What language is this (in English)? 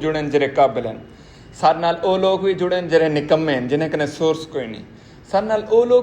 Saraiki